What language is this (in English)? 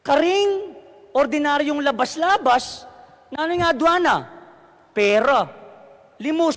Pampanga